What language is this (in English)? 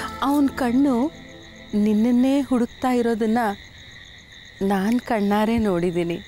Kannada